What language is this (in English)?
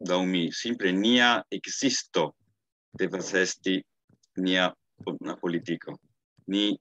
Esperanto